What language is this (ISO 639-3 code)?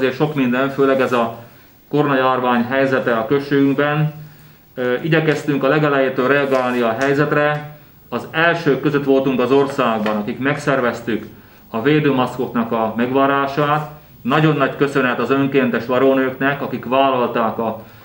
hun